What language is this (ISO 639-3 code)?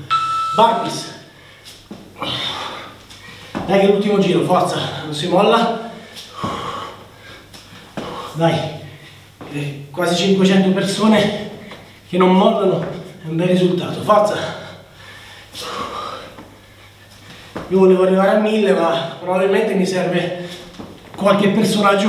ita